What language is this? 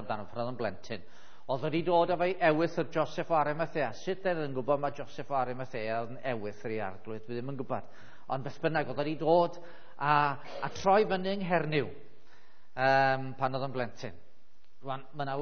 Welsh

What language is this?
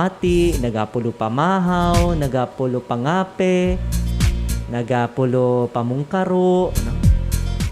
Hiligaynon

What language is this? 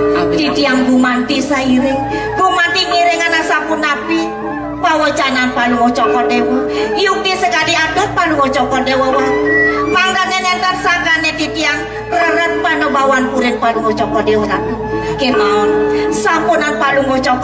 Balinese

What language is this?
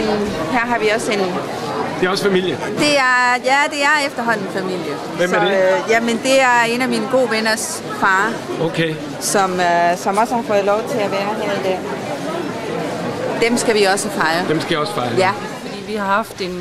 Danish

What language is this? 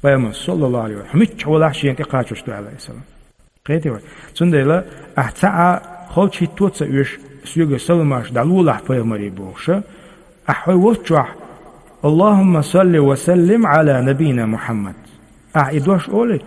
Chechen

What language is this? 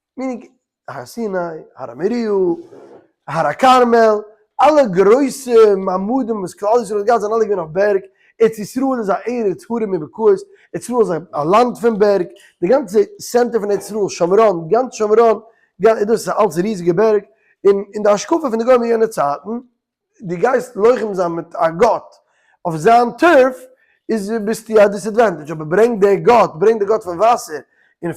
Yiddish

